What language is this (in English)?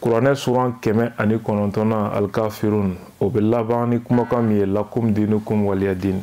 Bambara